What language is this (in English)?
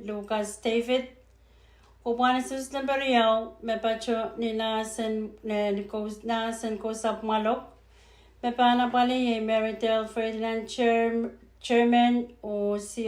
Pohnpeian